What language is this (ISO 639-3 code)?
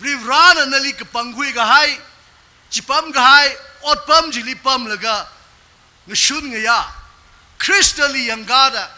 nmf